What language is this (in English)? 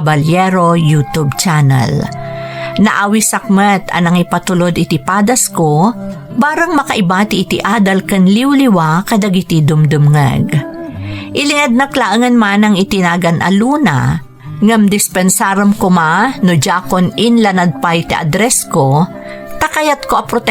Iloko